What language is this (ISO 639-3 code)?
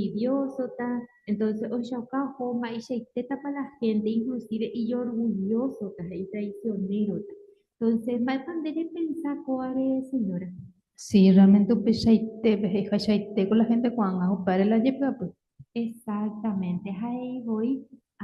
grn